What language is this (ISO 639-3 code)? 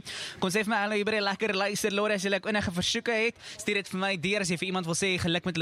afr